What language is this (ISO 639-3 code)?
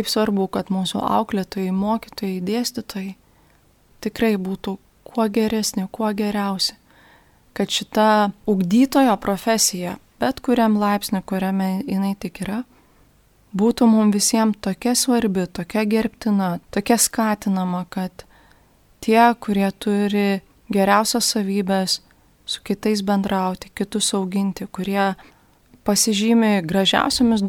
lit